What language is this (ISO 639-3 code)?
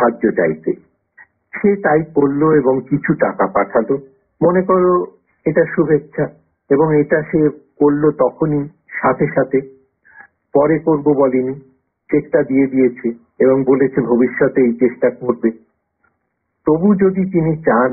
ben